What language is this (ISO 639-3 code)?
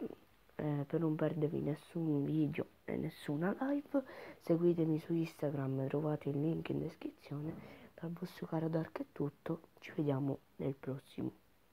ita